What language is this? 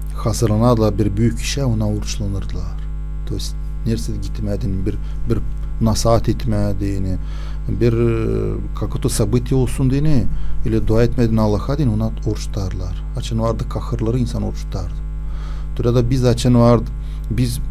Gagauz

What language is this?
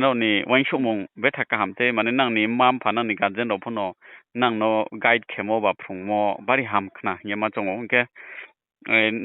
Riang (India)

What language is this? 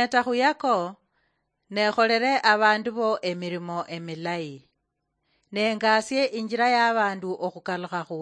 Luyia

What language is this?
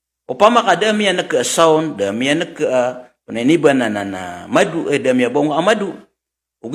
Maranao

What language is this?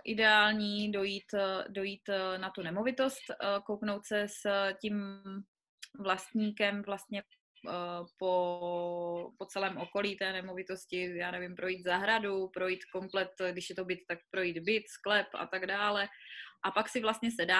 Czech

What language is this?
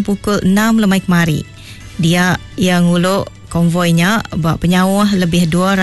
Iban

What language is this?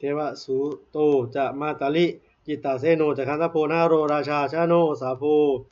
Pali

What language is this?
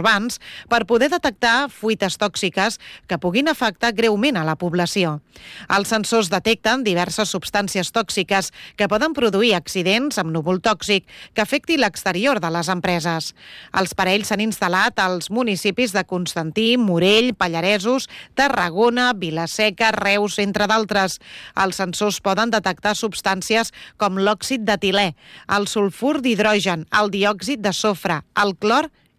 Catalan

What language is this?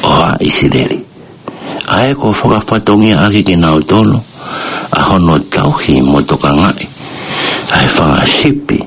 Tongan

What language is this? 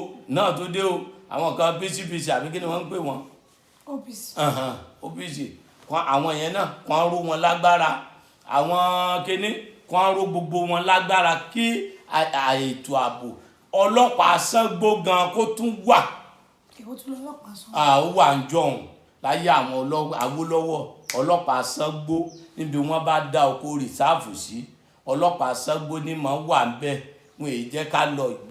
Yoruba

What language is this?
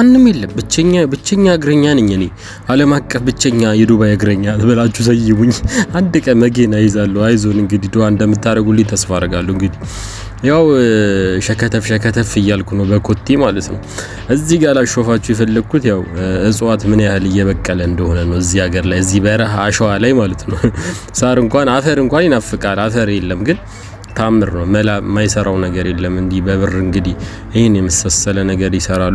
Amharic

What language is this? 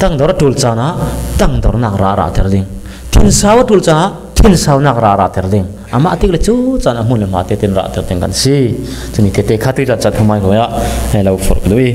Falam Chin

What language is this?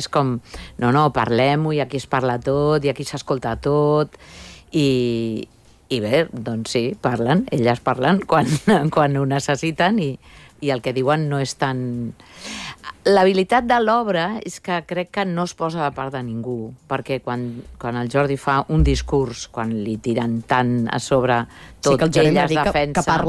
Catalan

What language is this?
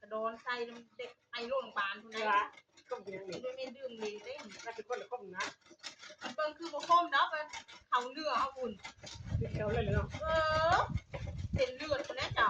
Northeastern Thai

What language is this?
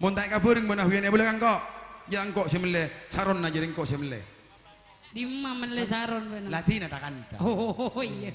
Madurese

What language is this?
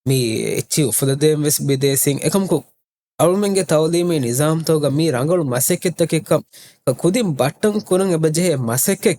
Divehi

